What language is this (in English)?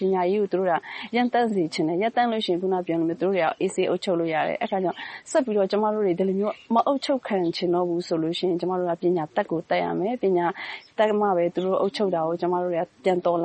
Burmese